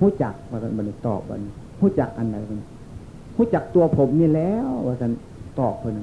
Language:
Northeastern Thai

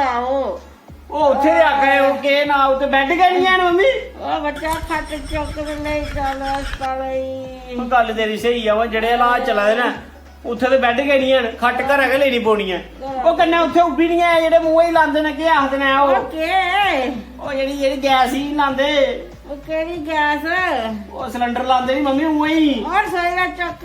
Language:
Dogri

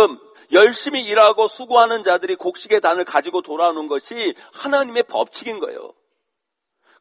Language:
Korean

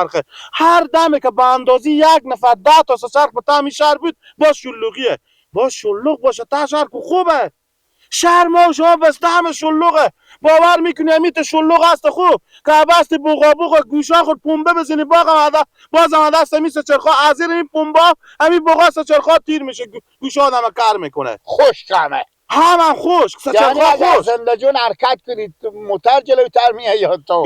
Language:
Persian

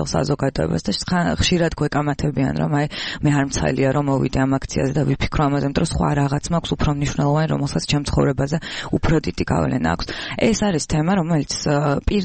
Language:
Georgian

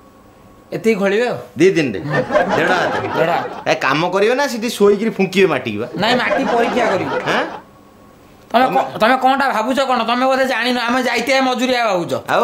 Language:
Odia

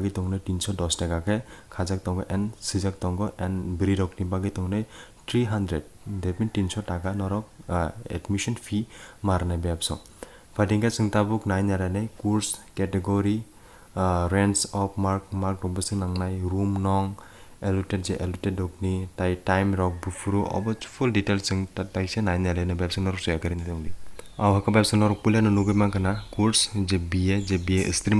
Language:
Kok Borok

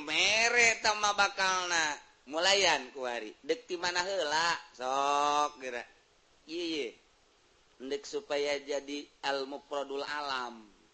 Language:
Sundanese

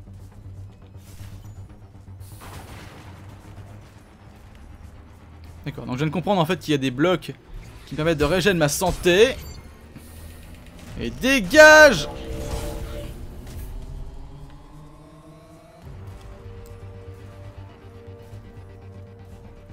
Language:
French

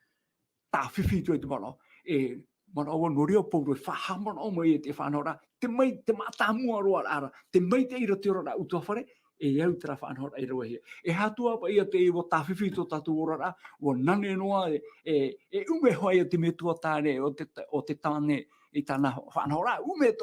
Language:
Tahitian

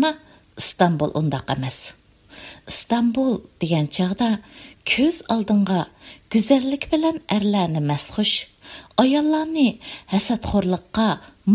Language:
Uyghur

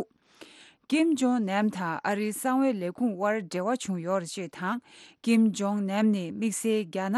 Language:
Tibetan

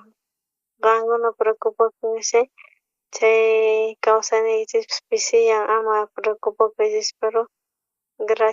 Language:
South Bolivian Quechua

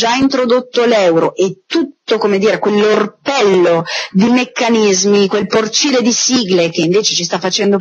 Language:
Italian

